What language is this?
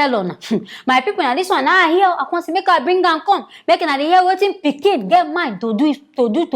Nigerian Pidgin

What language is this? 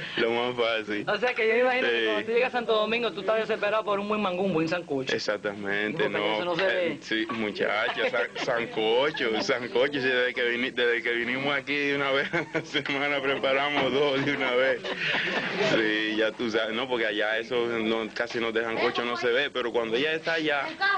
Spanish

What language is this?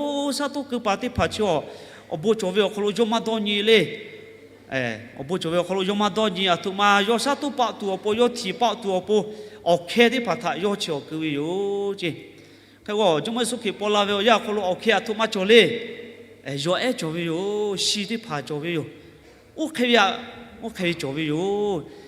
Lahu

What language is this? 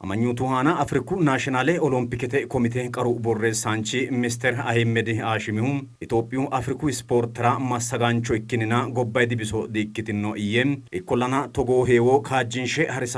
Sidamo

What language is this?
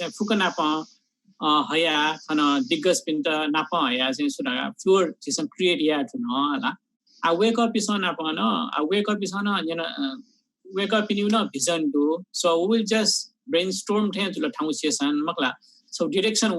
Newari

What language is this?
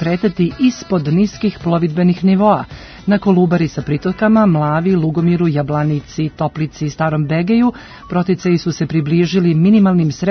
Serbian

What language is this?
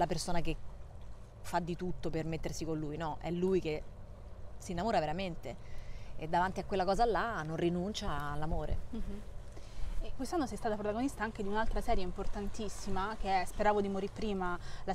Italian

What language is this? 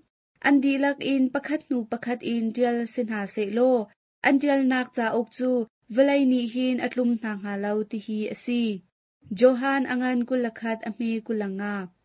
Hakha Chin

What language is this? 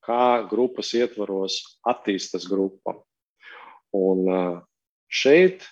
Latvian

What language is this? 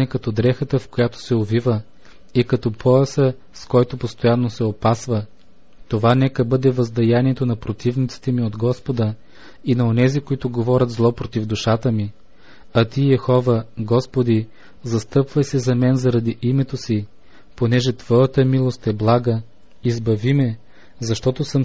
Bulgarian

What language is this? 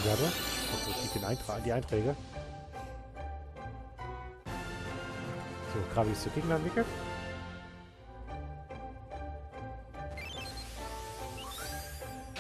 German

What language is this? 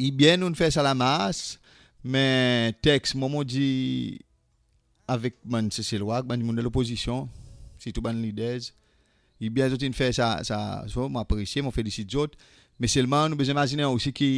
Seselwa Creole French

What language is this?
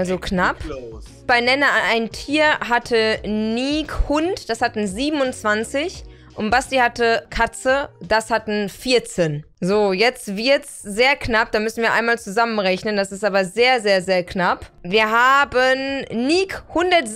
German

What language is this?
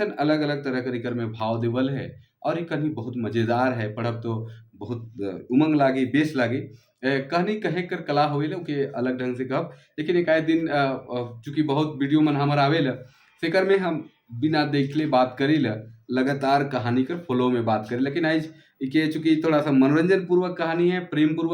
Sadri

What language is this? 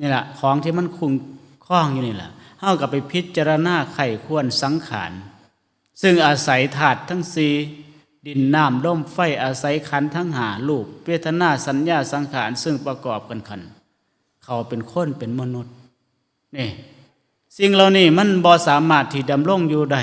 Northeastern Thai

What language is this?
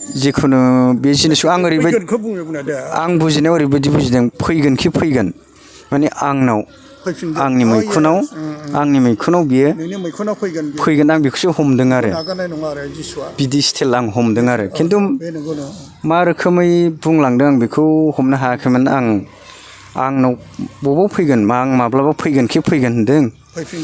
Bodo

